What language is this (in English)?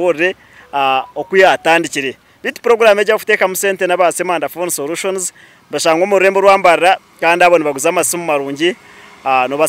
Nyankole